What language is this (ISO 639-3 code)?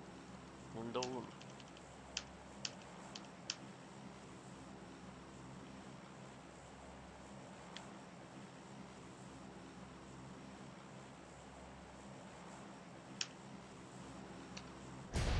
ron